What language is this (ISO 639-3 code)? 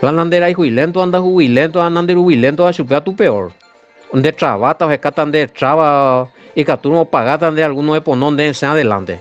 grn